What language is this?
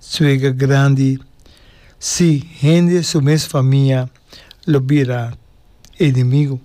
Papiamento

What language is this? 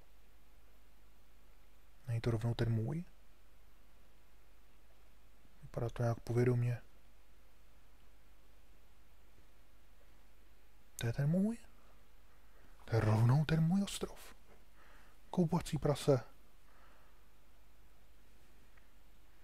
Czech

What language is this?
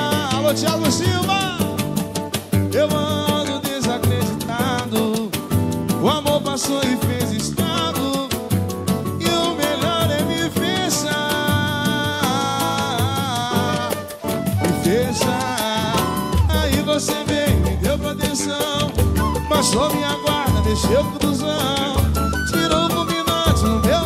Portuguese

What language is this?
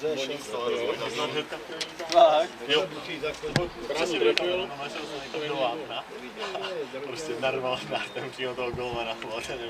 Czech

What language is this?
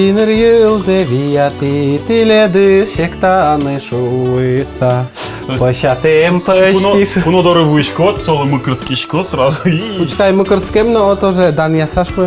Udmurt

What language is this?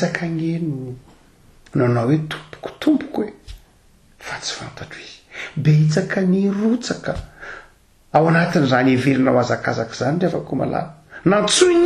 Malagasy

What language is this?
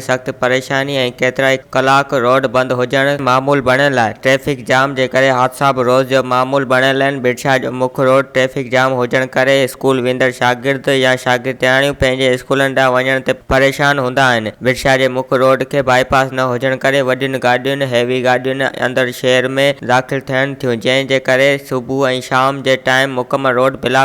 Sindhi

